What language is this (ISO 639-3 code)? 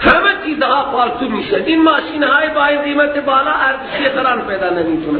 fas